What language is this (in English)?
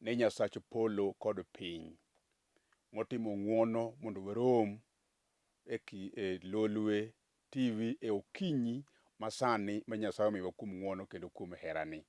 Luo (Kenya and Tanzania)